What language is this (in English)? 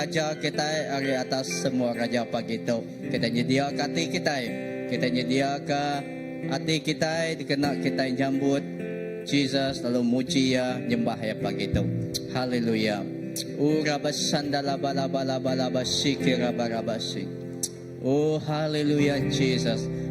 Iban